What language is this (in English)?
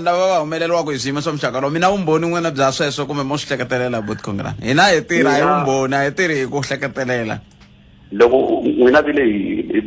Tsonga